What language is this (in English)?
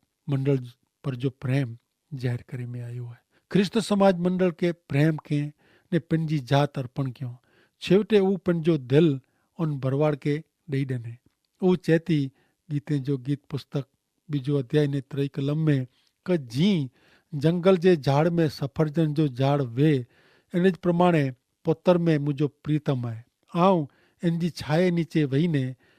Kachhi